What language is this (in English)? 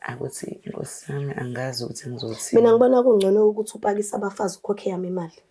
Zulu